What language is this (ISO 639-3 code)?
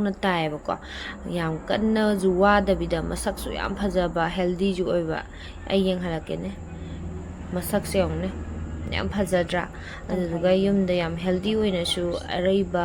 mni